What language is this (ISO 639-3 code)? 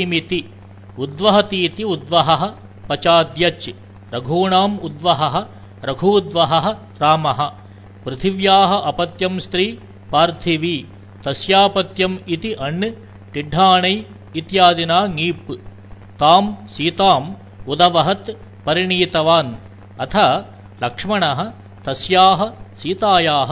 san